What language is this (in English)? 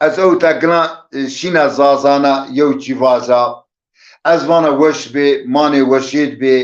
Zaza